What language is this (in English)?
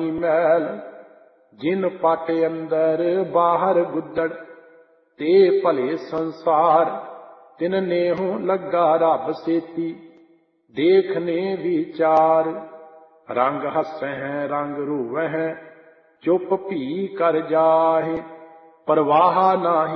Punjabi